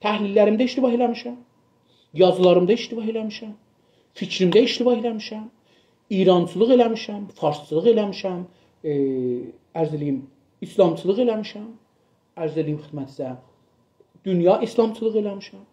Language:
South Azerbaijani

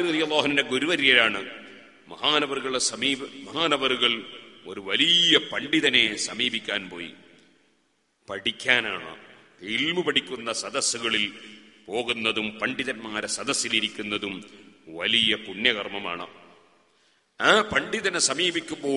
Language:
Malayalam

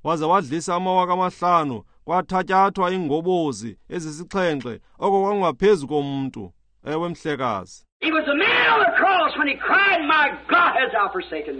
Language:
Xhosa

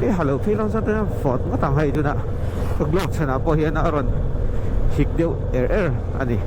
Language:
Mizo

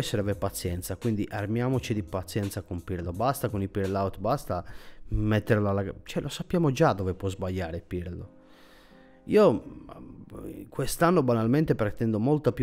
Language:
Italian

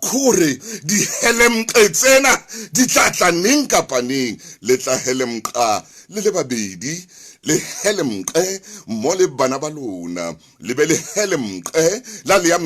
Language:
Southern Sotho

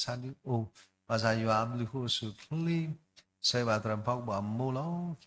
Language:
S'gaw Karen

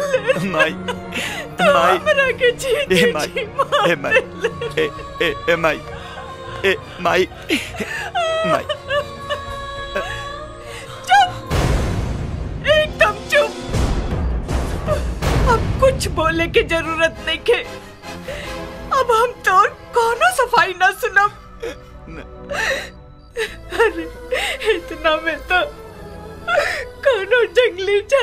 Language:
Bhojpuri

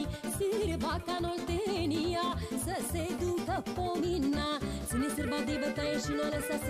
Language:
Romanian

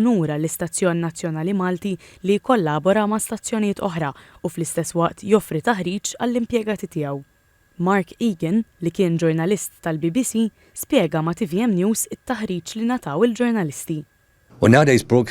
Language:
Maltese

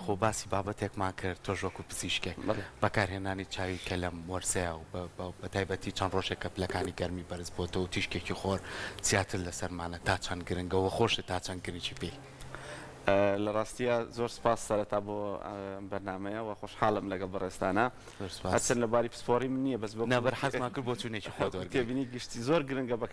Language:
Central Kurdish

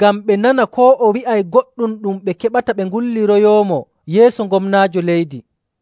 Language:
Nigerian Fulfulde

